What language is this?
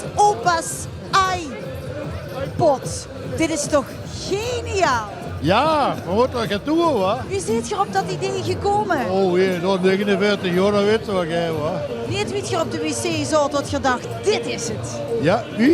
Limburgish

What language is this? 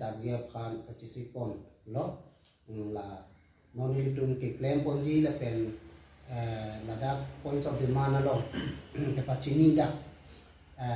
Karbi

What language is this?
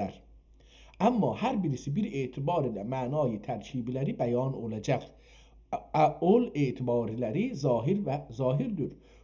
South Azerbaijani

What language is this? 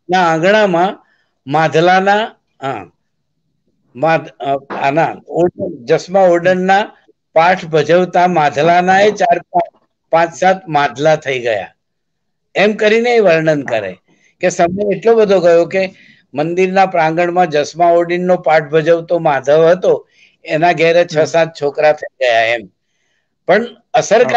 Gujarati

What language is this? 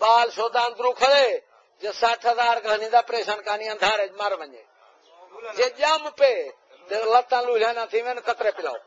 Saraiki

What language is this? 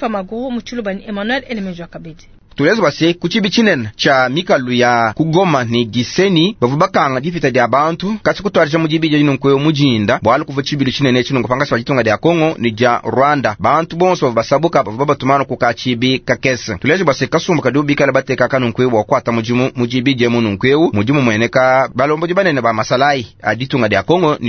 Luba-Lulua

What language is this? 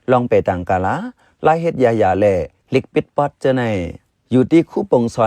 Shan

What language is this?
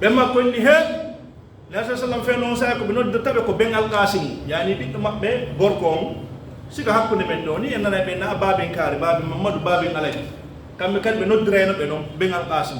Pular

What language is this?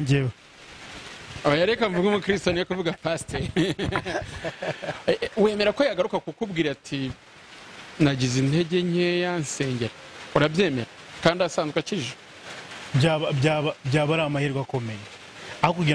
Kinyarwanda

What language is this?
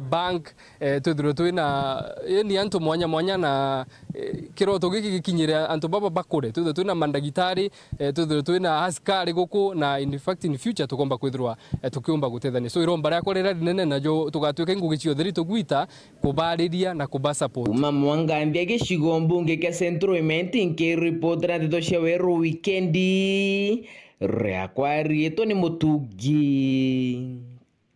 Meru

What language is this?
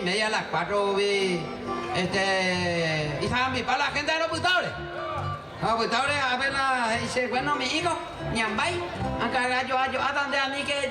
Guarani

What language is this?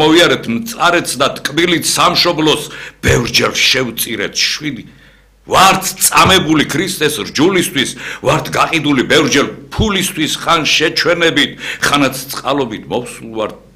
Georgian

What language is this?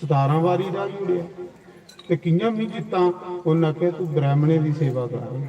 Dogri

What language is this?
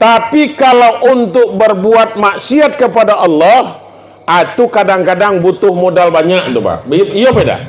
Minangkabau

